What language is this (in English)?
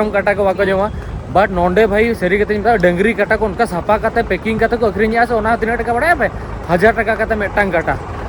Santali